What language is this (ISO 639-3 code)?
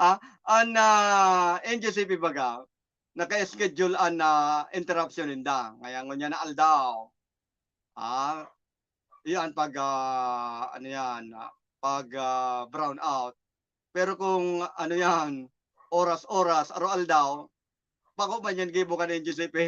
bik